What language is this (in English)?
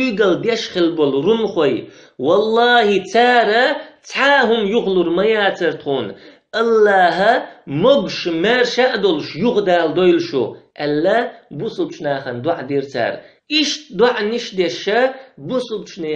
Chechen